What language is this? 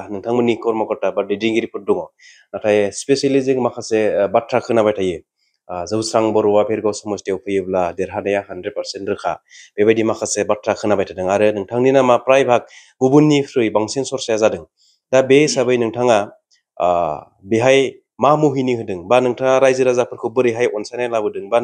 Bodo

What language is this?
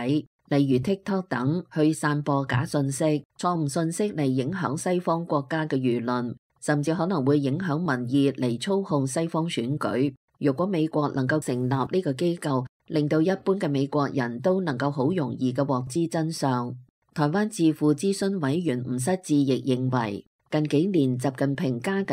Cantonese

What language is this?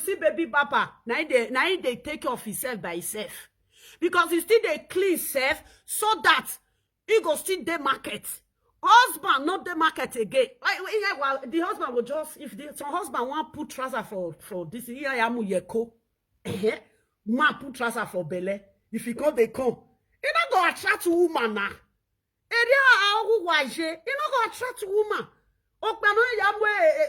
Nigerian Pidgin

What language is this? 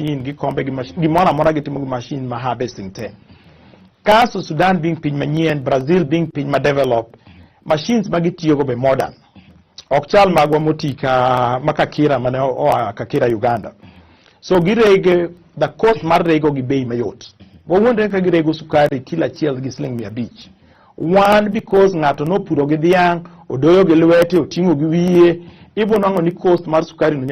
Luo (Kenya and Tanzania)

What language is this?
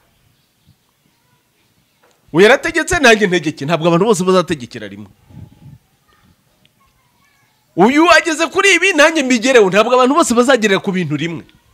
Kinyarwanda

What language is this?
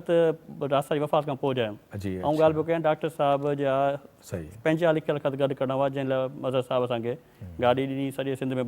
Sindhi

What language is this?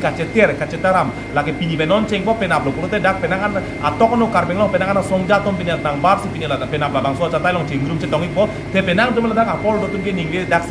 Karbi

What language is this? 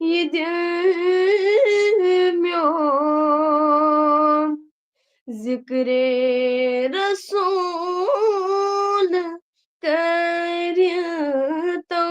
Kashmiri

